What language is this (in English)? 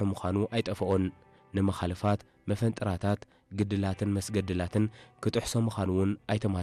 Tigrinya